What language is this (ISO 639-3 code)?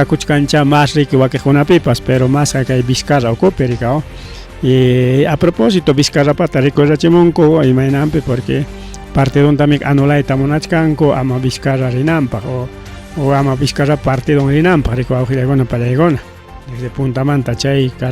quy